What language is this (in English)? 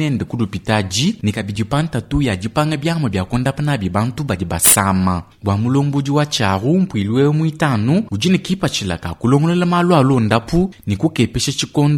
Luba-Lulua